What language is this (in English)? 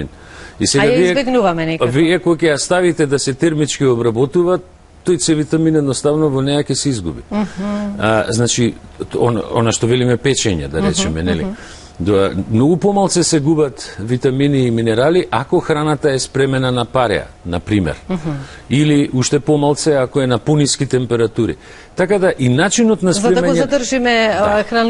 Macedonian